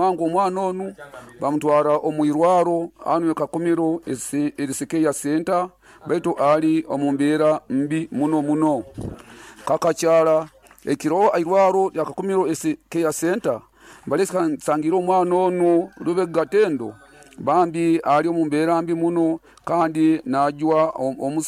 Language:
Nyoro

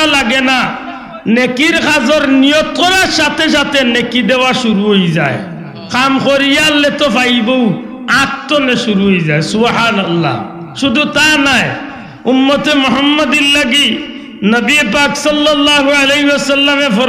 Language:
Sylheti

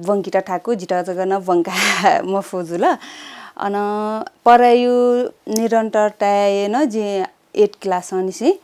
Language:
Newari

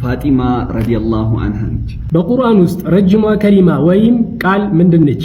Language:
Amharic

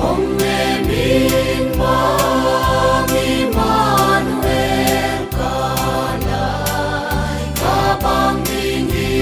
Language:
Paite Chin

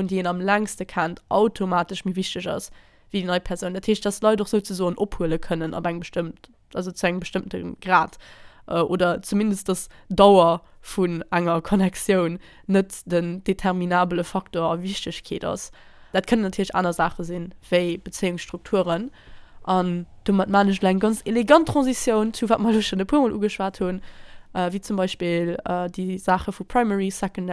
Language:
Luxembourgish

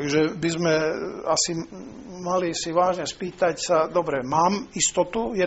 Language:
Slovak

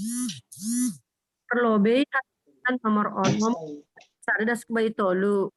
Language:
Batak Simalungun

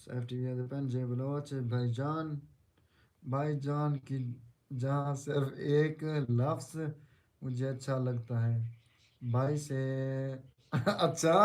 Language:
Saraiki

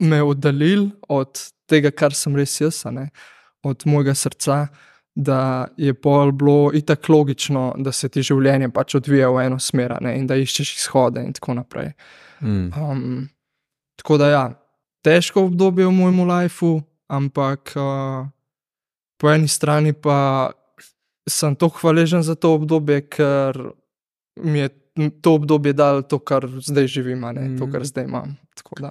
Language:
Slovenian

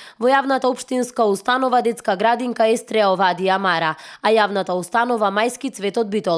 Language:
Macedonian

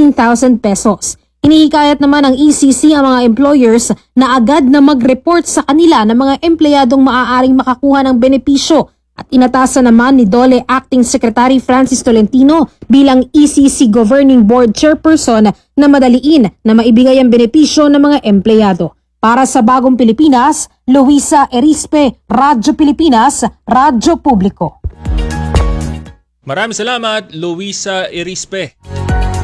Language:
Filipino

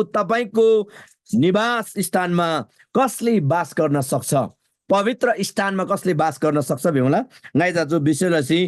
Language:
Eastern Tamang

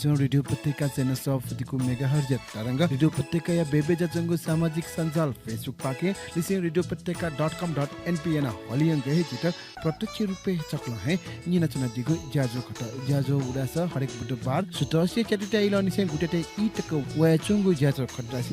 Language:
Newari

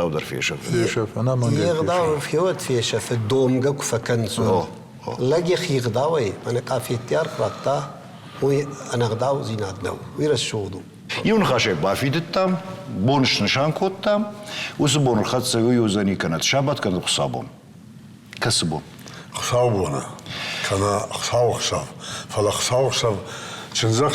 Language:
Ossetic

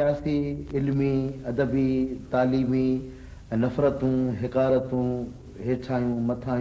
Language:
Sindhi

